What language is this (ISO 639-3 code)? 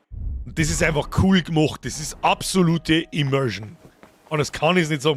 bar